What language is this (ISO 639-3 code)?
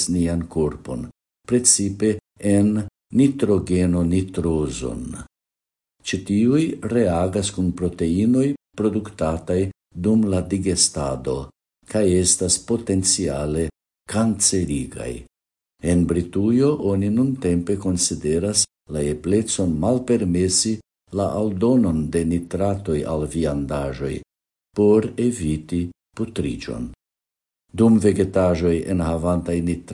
epo